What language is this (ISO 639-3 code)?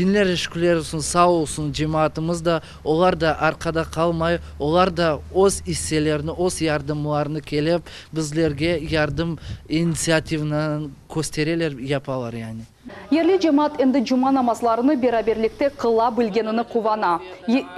crh